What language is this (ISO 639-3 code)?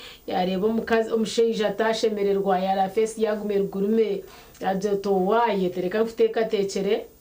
nyn